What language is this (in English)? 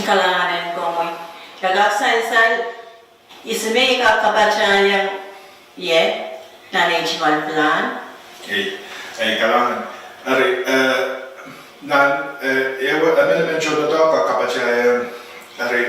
Pohnpeian